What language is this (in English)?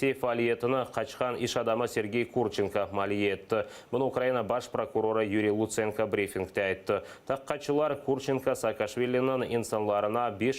Crimean Tatar